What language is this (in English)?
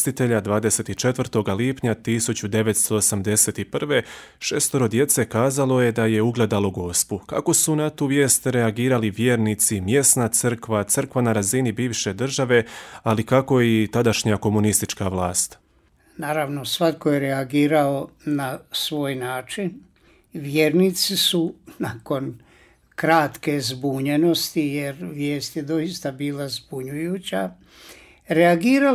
Croatian